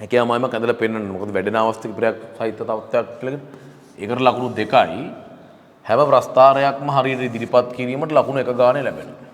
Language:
Sinhala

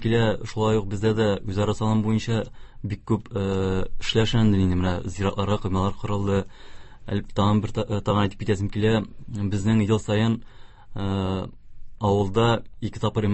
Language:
Tatar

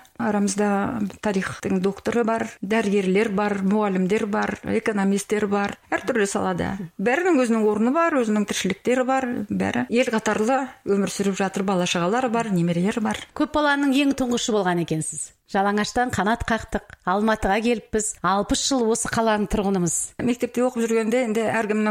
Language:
Kazakh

